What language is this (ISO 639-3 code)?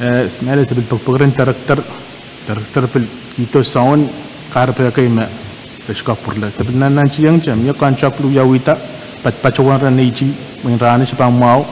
pon